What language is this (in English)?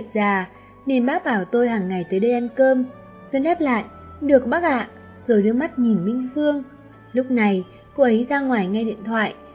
Vietnamese